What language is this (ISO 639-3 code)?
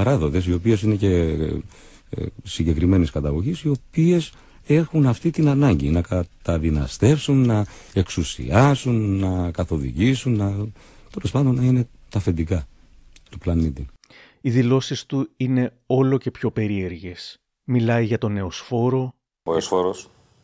ell